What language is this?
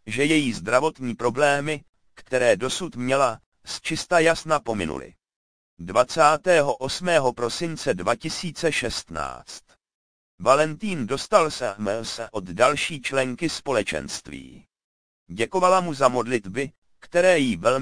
Czech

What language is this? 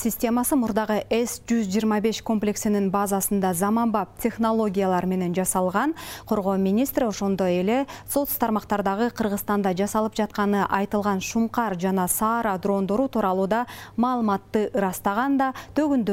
Kyrgyz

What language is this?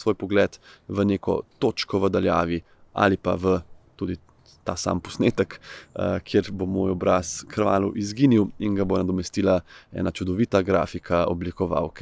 Slovenian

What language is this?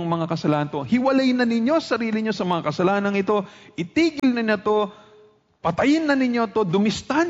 Filipino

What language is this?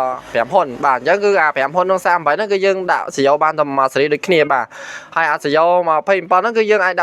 Khmer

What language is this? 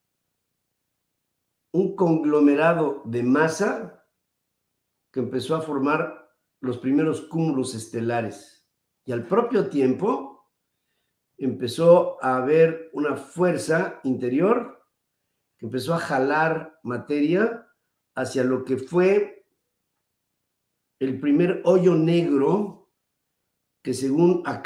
Spanish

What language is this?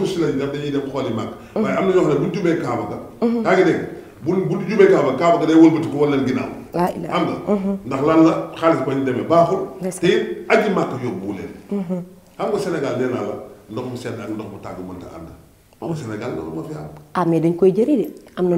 Wolof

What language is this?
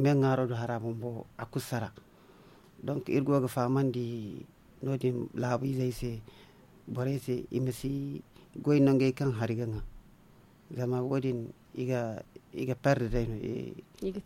Zarma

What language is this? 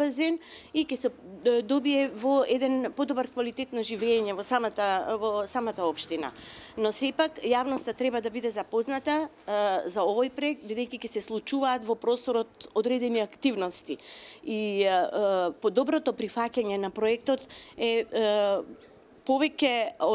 Macedonian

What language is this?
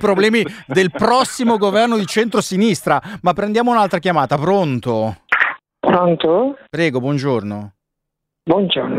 Italian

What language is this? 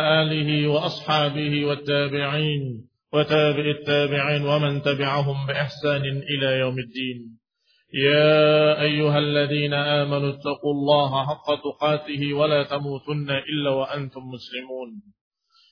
Indonesian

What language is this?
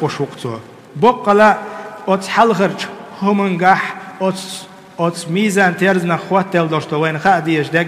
Chechen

